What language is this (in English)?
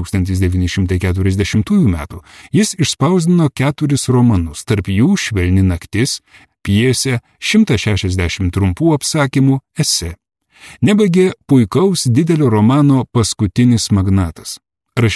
Lithuanian